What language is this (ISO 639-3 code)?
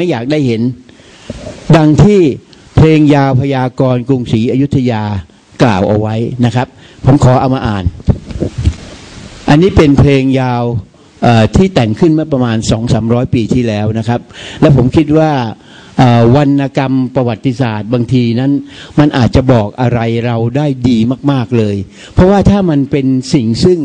tha